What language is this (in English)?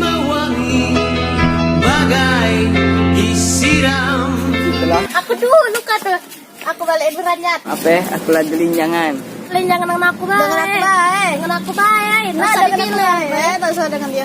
Musi